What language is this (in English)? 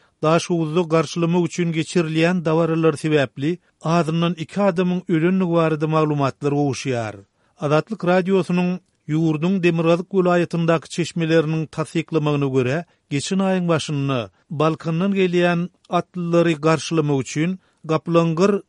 Turkmen